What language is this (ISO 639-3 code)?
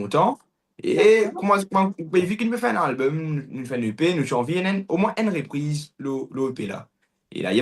mfe